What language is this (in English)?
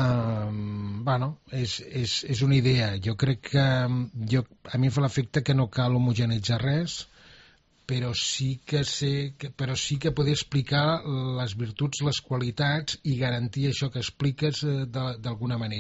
Catalan